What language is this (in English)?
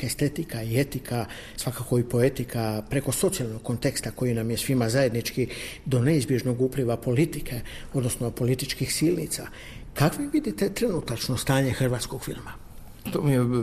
Croatian